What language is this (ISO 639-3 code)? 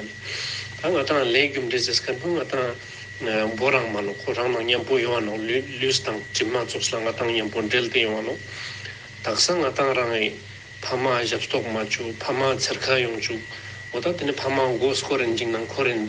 lbj